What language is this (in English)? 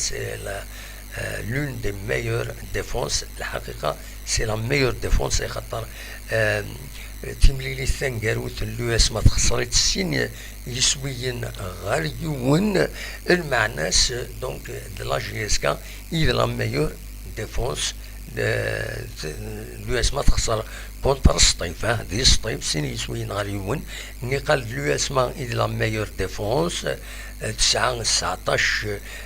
Kabyle